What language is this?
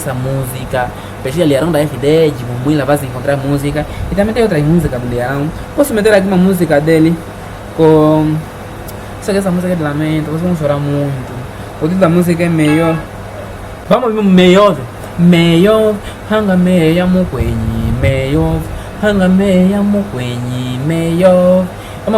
Nyaneka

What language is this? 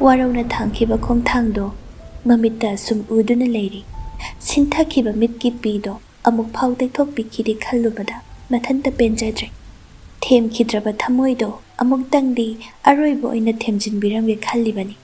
Manipuri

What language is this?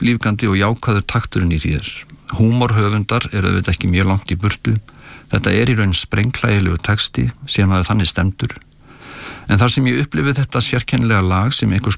Icelandic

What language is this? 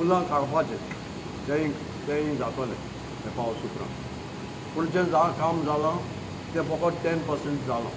Konkani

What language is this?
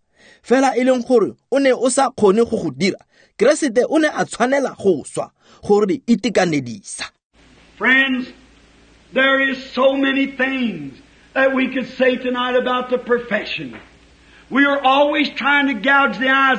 Tswana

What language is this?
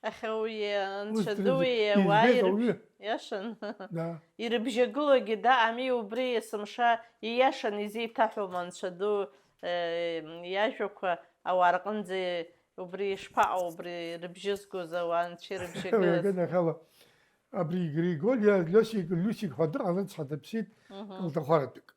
Abkhazian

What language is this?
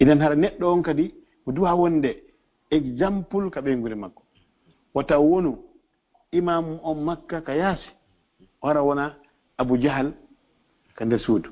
Fula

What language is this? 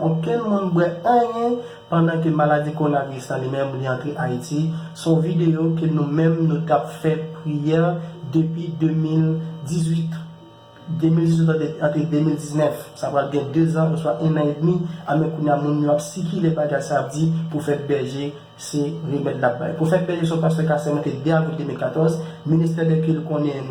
Haitian Creole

